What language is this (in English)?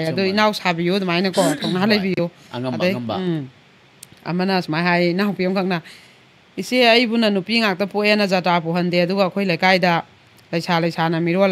Manipuri